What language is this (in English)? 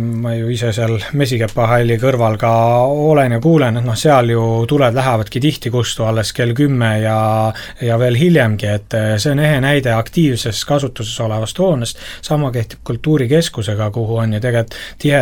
Estonian